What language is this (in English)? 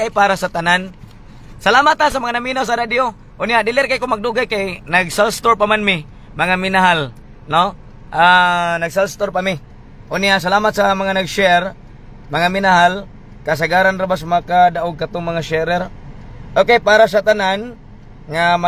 Cebuano